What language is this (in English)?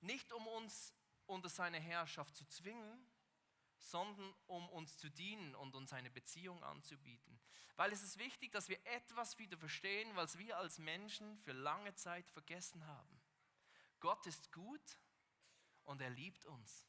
Swiss German